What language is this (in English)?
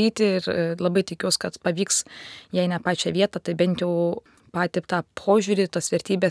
Lithuanian